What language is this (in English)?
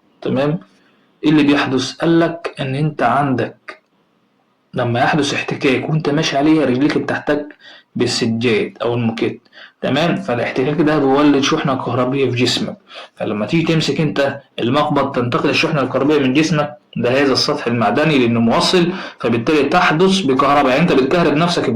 Egyptian Arabic